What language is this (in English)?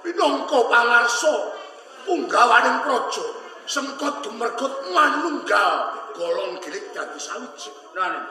Javanese